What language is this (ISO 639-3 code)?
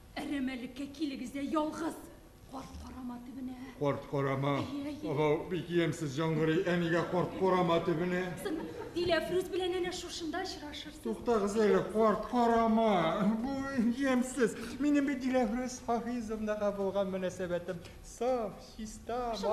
bak